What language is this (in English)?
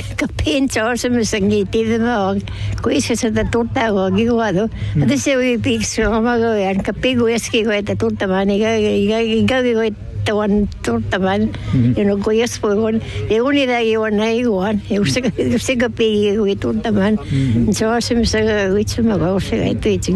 Finnish